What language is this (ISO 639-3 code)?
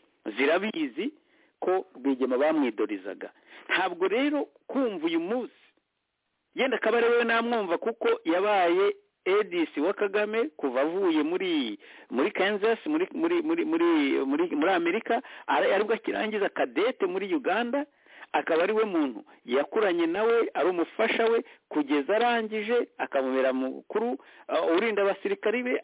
kin